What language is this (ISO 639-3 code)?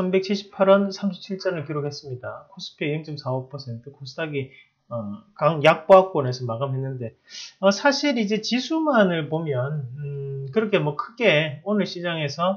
kor